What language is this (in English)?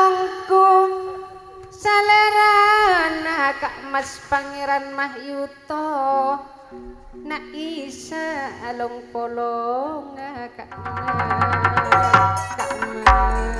Madurese